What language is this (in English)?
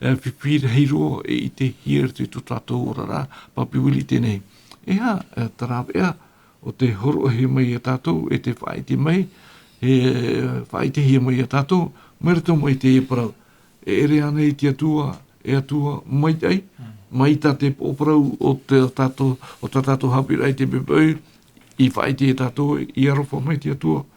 Tahitian